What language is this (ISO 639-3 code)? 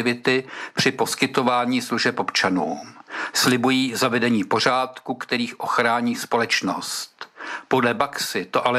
ces